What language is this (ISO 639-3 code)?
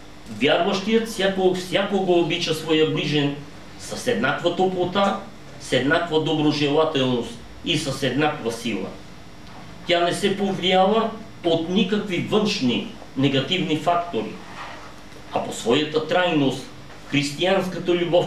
bul